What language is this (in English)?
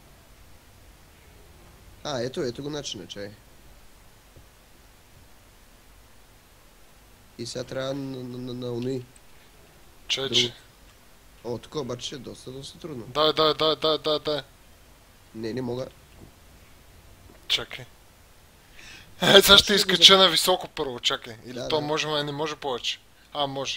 Bulgarian